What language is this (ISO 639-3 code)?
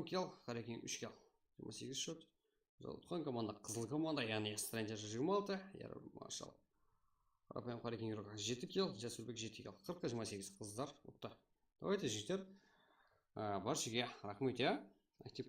kaa